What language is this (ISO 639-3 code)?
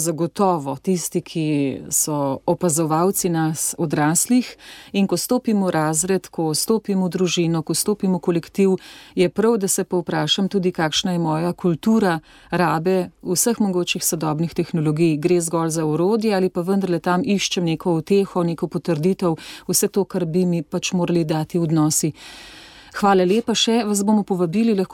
slv